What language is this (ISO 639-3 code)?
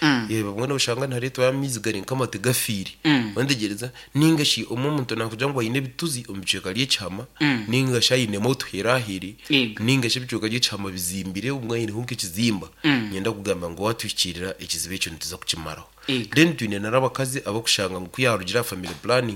nyn